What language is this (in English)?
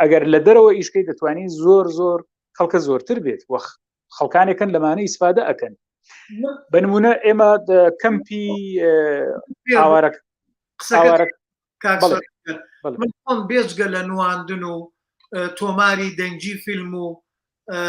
Central Kurdish